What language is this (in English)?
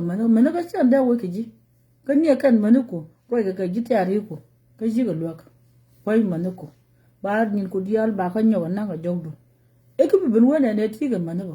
Nuer